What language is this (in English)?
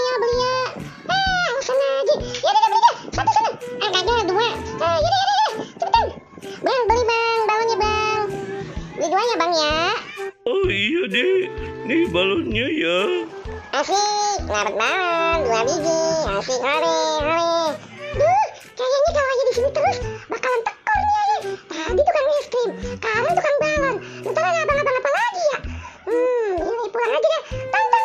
Betawi